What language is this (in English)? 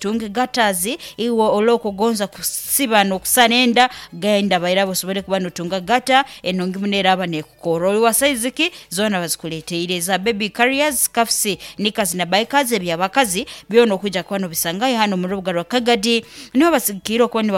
Nyoro